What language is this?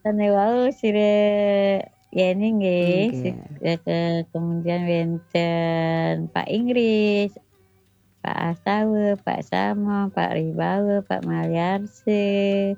Balinese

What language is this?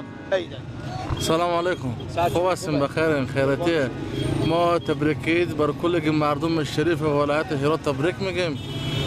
Persian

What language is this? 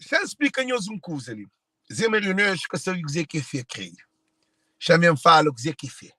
Kabuverdianu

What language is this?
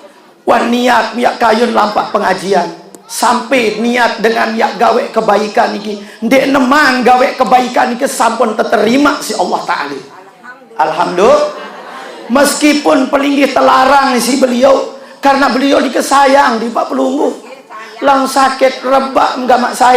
Sasak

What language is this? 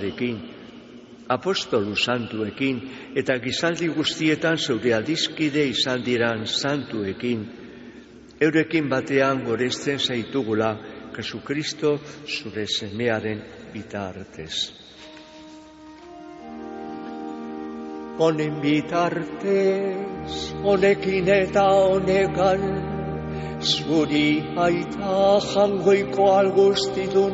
Basque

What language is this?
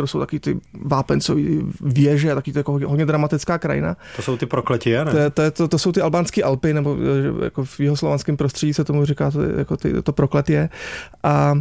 Czech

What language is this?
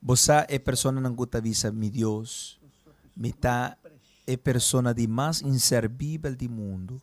Papiamento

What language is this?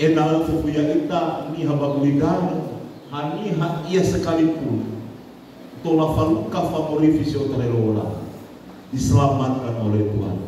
Nias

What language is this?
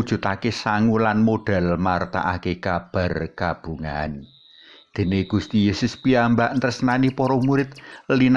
Javanese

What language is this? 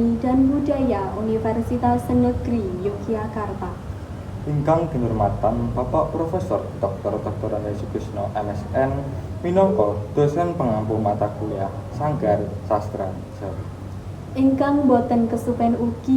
Javanese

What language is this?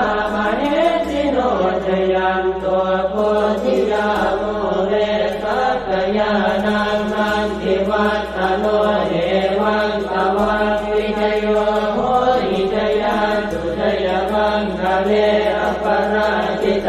Pali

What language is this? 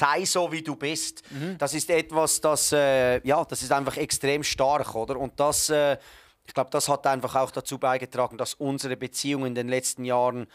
Swiss German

